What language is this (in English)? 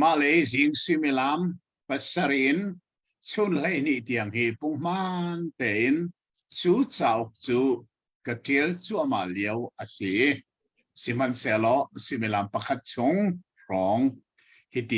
Hakha Chin